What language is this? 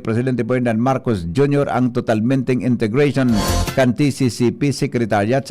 Bikol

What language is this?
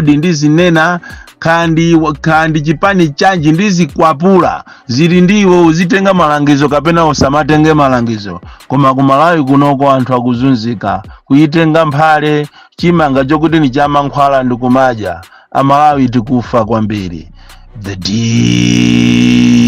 Nyanja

